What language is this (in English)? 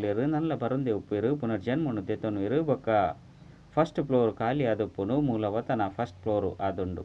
Tulu